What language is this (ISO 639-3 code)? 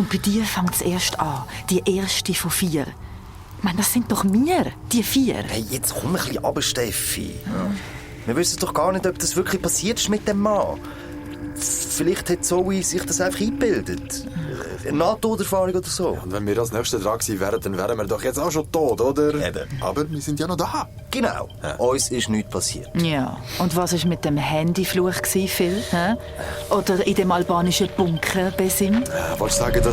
gsw